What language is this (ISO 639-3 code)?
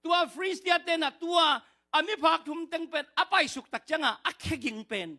ctd